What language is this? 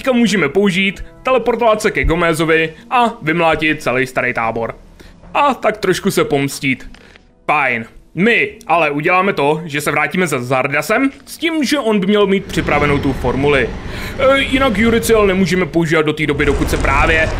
Czech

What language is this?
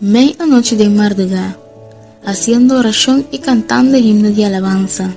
Papiamento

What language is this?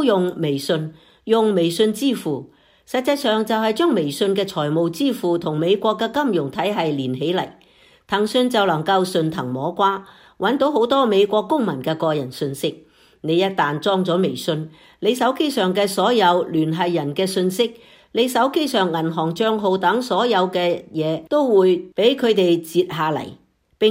Cantonese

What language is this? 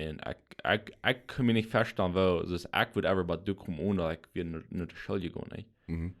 Plautdietsch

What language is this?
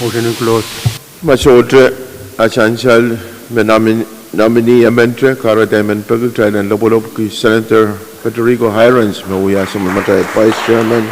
Pohnpeian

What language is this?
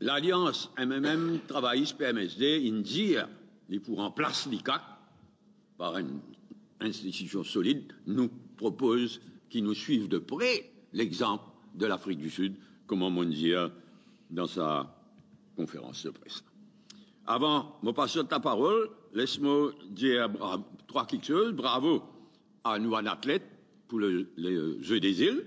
Morisyen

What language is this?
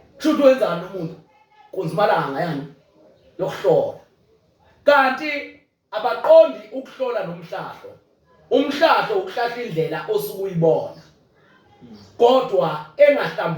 Zulu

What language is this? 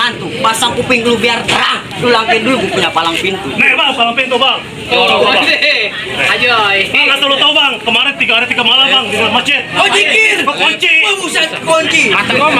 Betawi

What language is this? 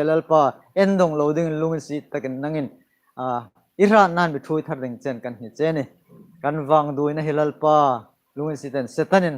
Hmar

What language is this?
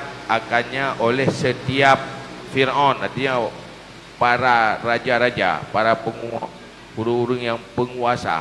Achinese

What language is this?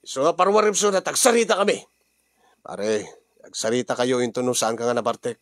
Iloko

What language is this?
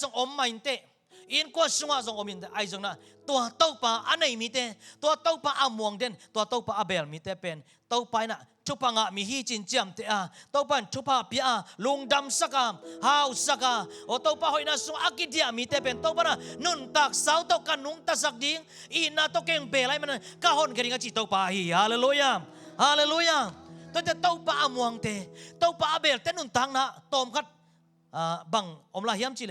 Tedim Chin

